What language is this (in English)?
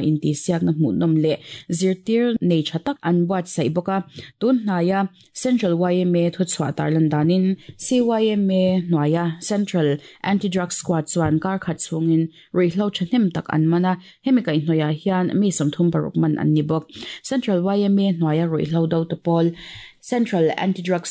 Mizo